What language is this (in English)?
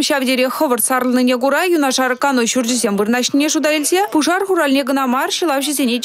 Chuvash